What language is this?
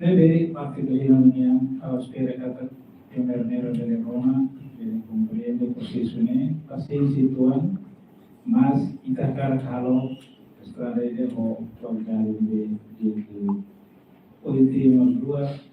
Tetum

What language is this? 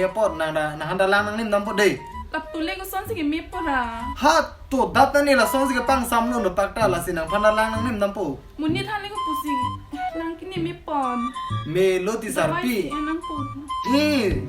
Karbi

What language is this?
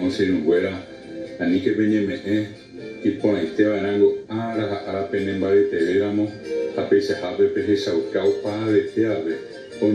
Guarani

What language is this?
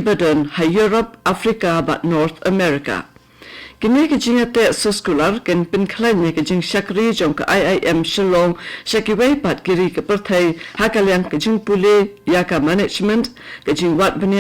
Khasi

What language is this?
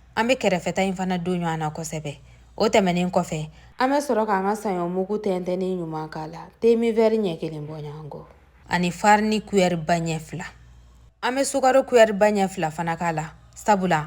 Bambara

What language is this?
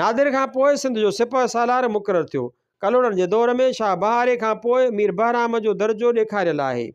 Sindhi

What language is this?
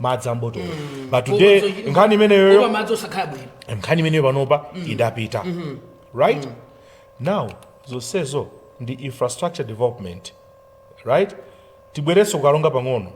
Nyanja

